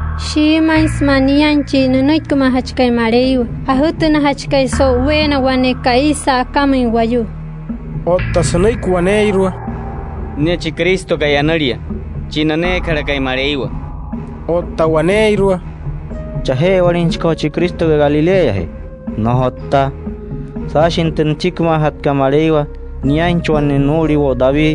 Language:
Wayuu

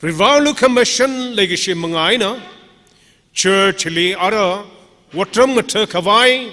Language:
Tangkhul Naga (India)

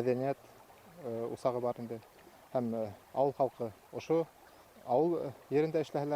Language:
Bashkir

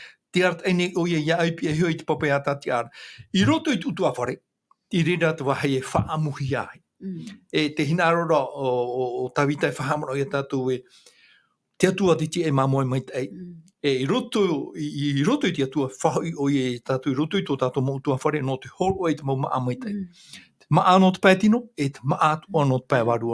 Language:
Tahitian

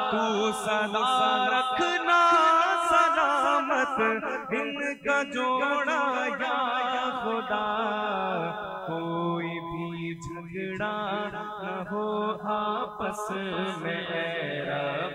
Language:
Hindi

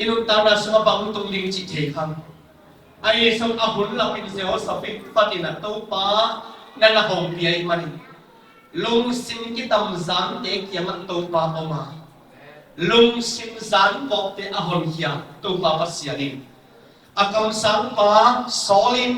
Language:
Tedim Chin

